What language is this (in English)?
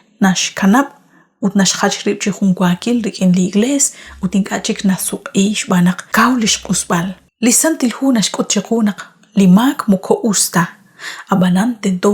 Kekchí